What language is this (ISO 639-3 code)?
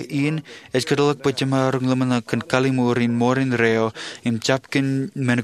mah